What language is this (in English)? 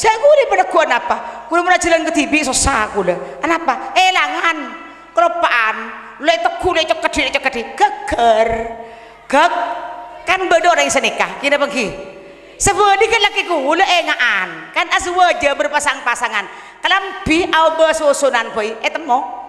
Madurese